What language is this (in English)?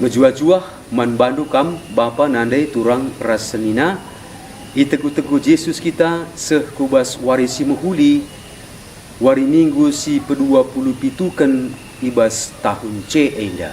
Batak Karo